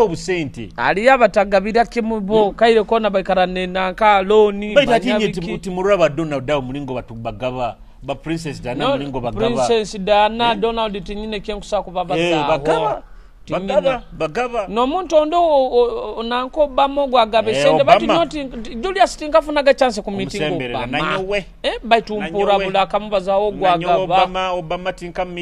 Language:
Nyoro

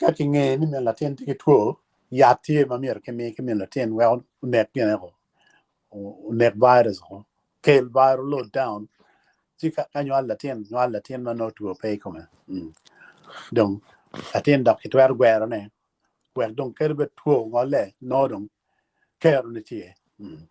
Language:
Acoli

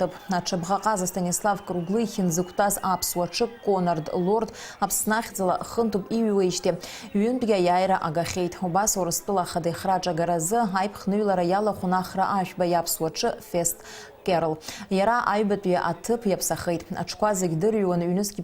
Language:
Abkhazian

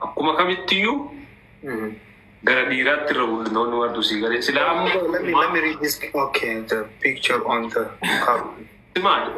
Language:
Oromo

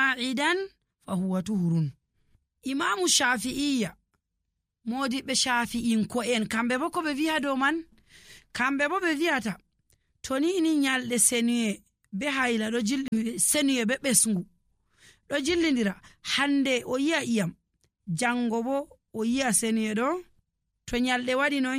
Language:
Nigerian Fulfulde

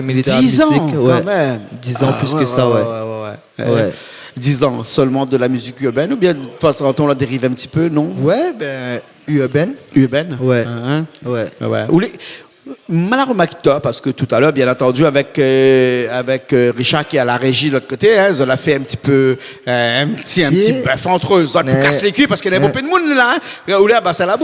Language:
Réunion Creole French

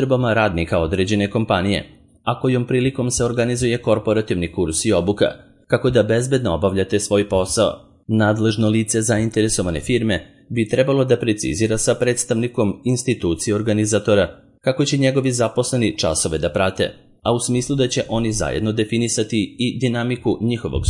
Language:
Serbian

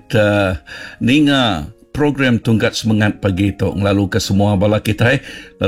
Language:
Iban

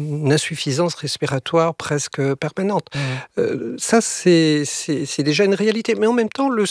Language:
French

